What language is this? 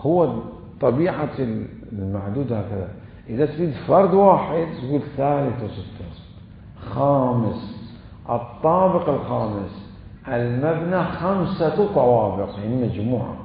Mesopotamian Arabic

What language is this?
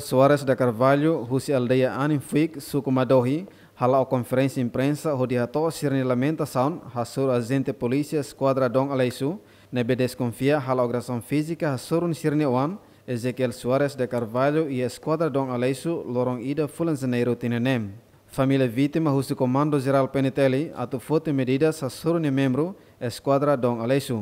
Tetum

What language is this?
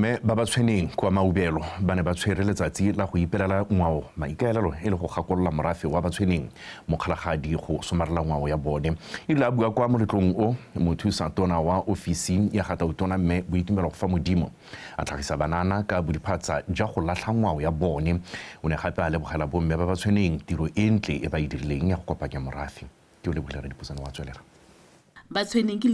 Tswana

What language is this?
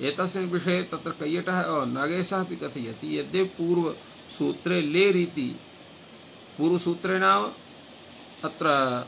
Sanskrit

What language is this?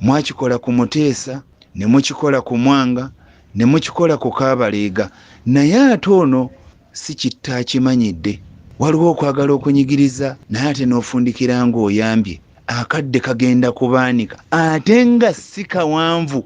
Ganda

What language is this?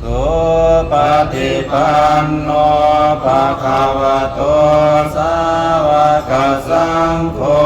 Pali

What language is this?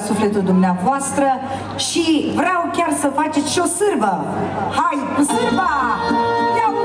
Romanian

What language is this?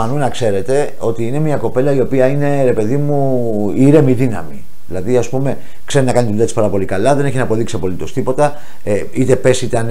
Greek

